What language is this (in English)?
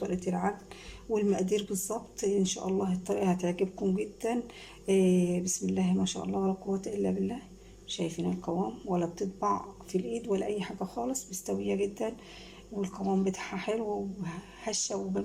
Egyptian Arabic